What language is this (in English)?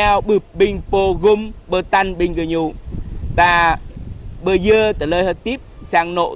Jarai